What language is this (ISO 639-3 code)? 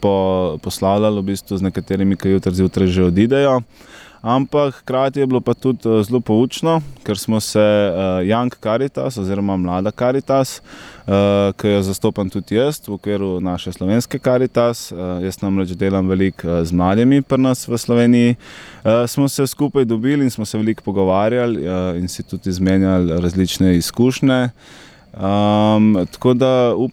slv